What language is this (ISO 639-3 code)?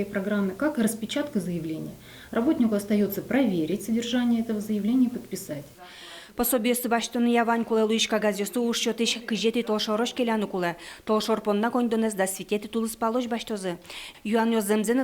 udm